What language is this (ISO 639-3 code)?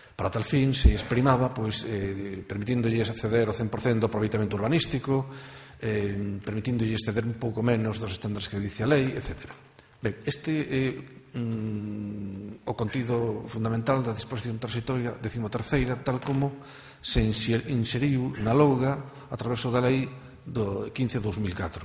glg